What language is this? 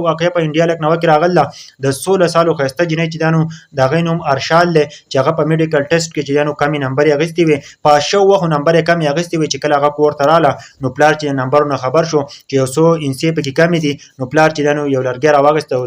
Pashto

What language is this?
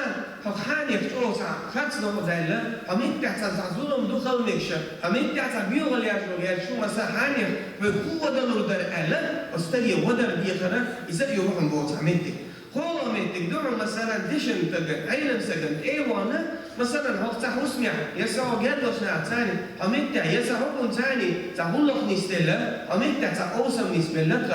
Chechen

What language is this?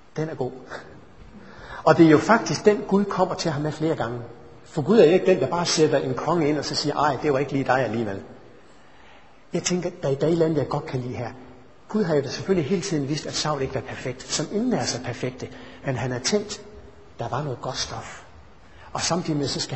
Danish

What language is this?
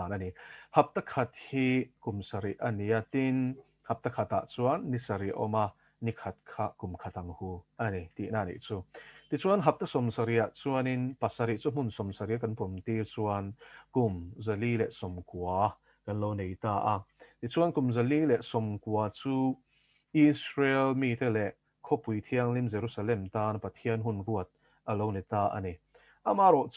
Mizo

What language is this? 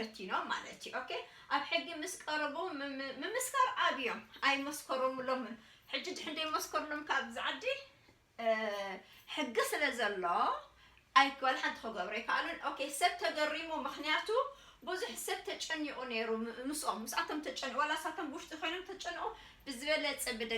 Tigrinya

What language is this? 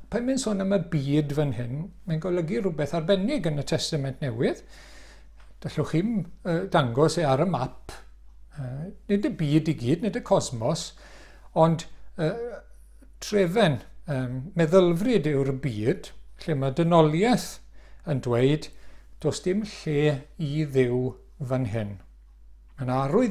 Welsh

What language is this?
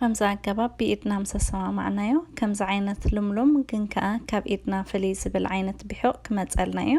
Tigrinya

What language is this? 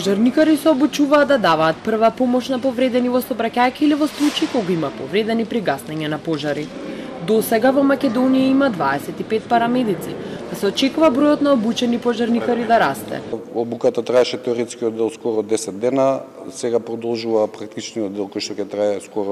Macedonian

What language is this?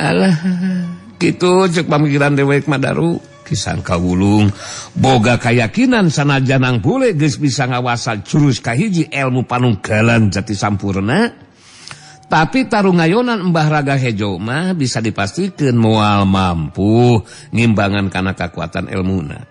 Sundanese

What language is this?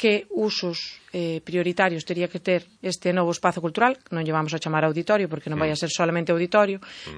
Galician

